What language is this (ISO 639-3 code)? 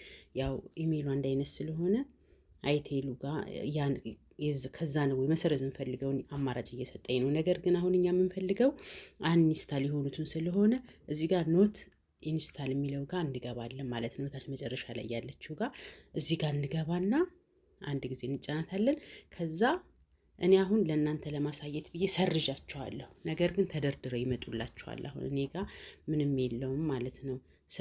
amh